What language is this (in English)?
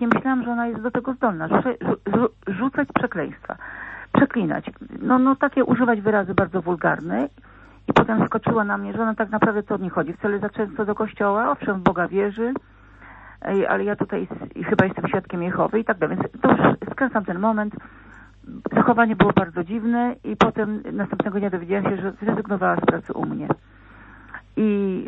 Polish